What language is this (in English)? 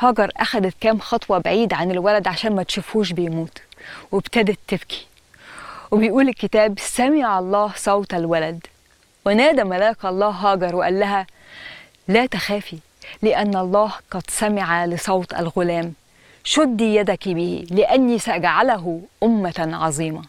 Egyptian Arabic